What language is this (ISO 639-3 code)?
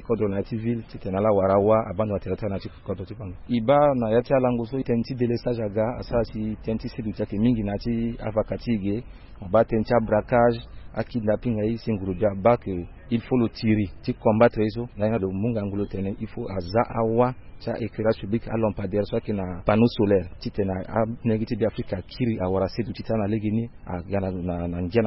sag